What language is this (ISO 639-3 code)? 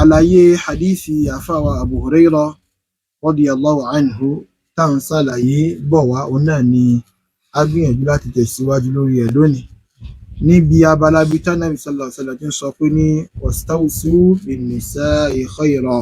yor